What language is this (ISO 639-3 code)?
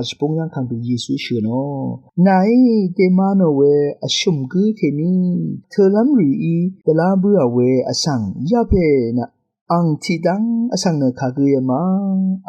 raw